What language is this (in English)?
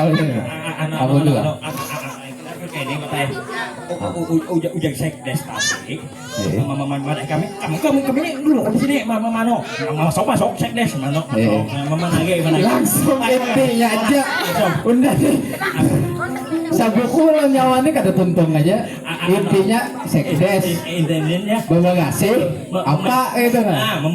Banjar